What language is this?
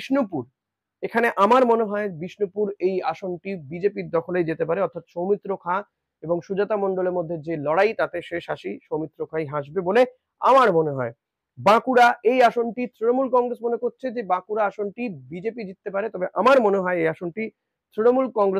Bangla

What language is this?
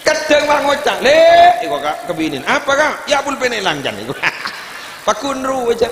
Madurese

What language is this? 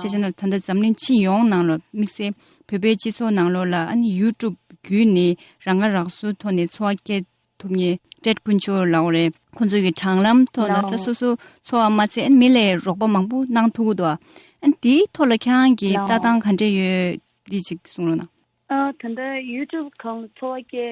Tibetan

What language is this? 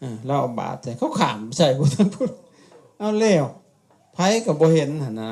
Lao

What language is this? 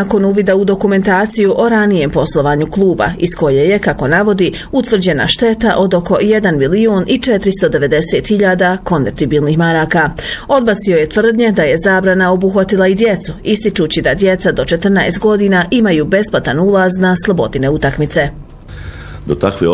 Bosnian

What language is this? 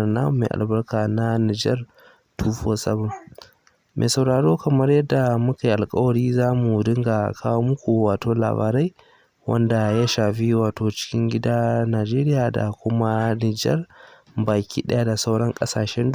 Hausa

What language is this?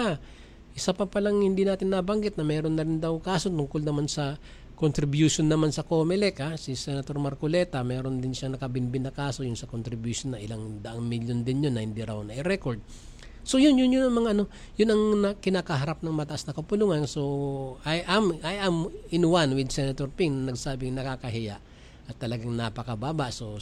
Filipino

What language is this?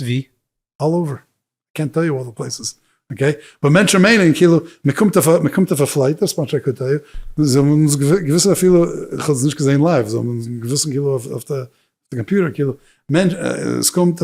Yiddish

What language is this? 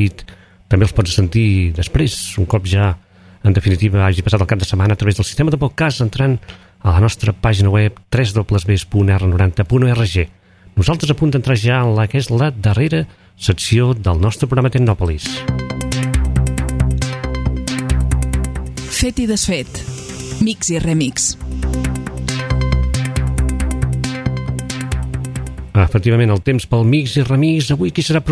Catalan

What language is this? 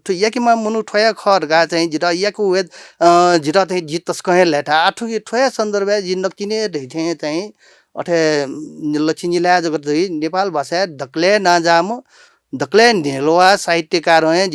Newari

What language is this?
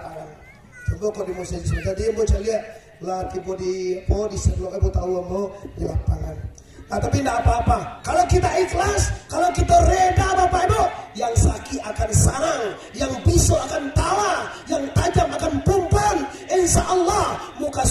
Minangkabau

